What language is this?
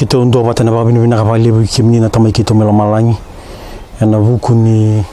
Fijian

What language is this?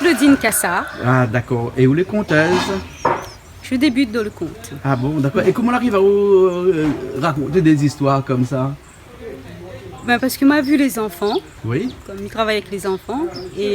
Réunion Creole French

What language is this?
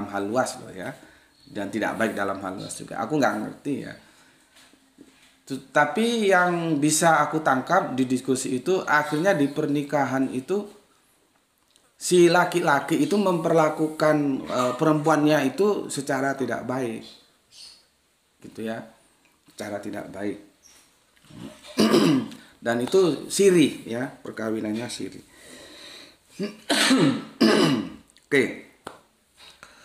Indonesian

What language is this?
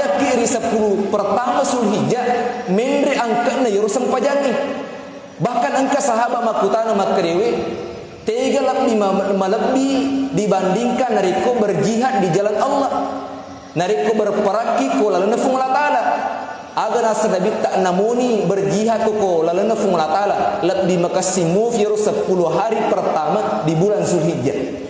Buginese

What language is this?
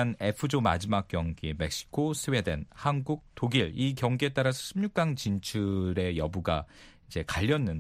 Korean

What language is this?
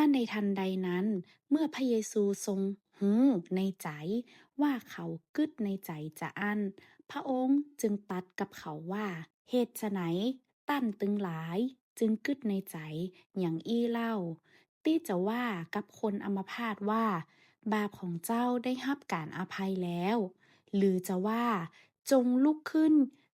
Northern Thai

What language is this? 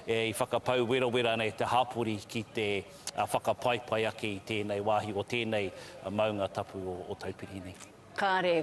Māori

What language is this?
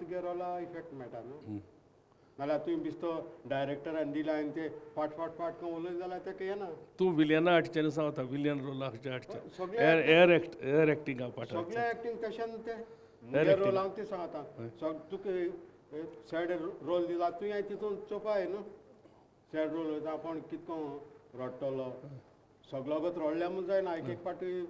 Konkani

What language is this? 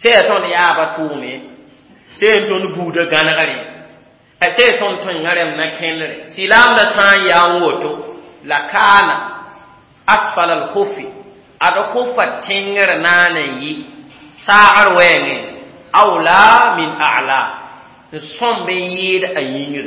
Mossi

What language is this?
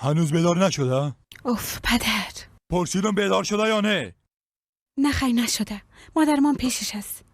Persian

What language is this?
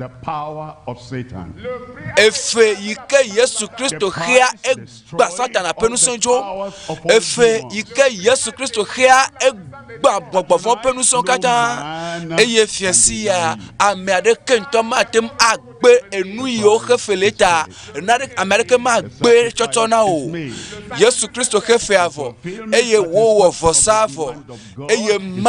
Ewe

